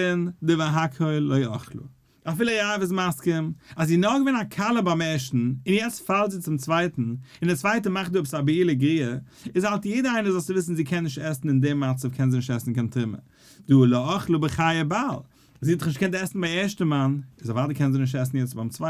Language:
Yiddish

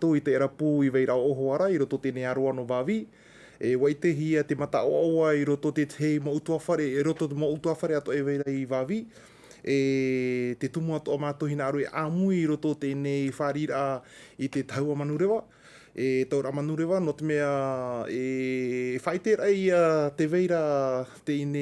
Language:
Tahitian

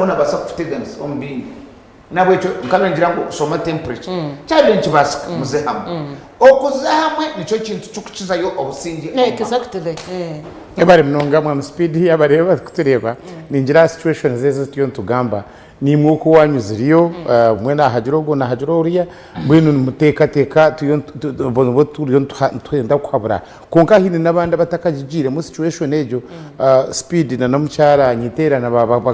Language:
Nyankole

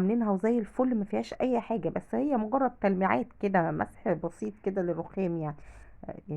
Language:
Egyptian Arabic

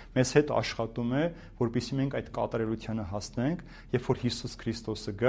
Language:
Armenian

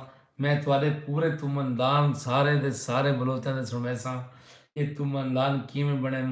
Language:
Saraiki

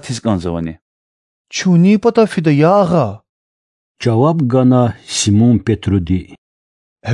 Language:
Lezghian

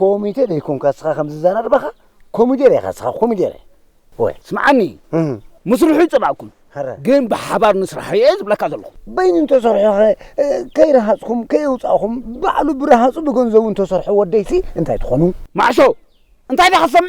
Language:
Tigrinya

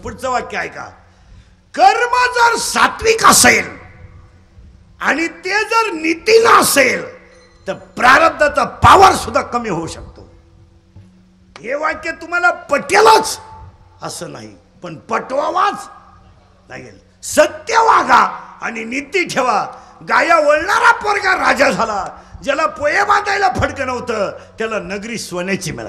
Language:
Marathi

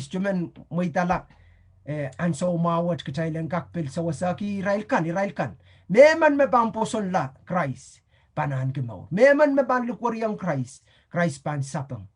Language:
Pohnpeian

